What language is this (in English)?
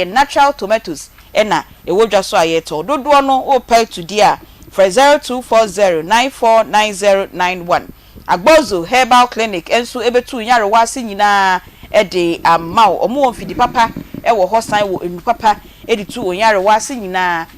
Akan